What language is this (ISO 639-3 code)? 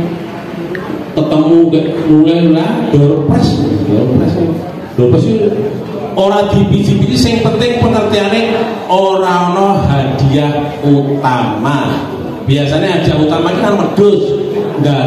jav